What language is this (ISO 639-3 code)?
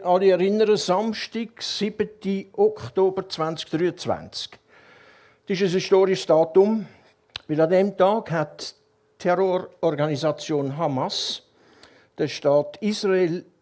gsw